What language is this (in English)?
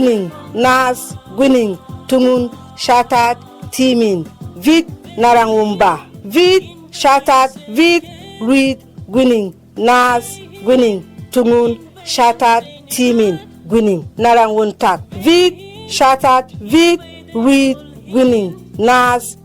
Berom